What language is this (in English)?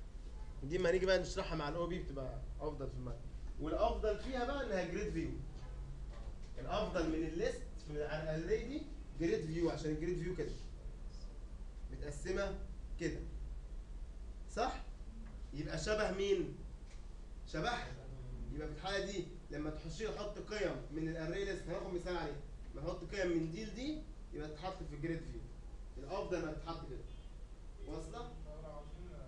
Egyptian Arabic